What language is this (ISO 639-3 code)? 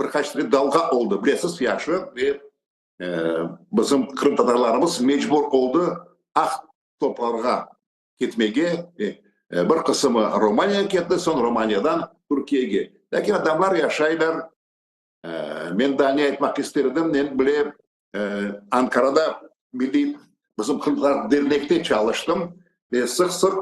crh